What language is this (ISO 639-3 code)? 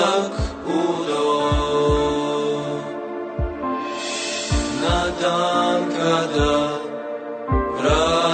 bos